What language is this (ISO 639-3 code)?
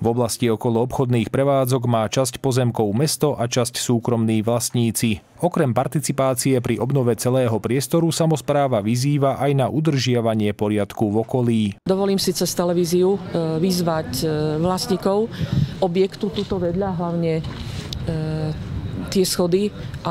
slk